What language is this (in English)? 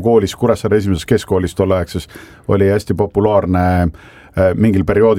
Estonian